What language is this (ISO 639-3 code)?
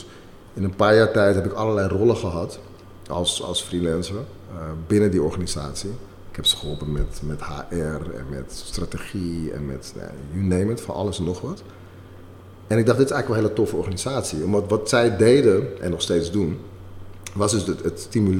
nld